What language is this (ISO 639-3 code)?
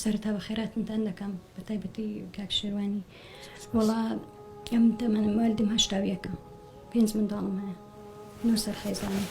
ckb